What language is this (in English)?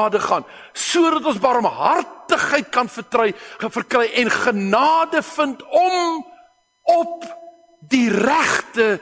Afrikaans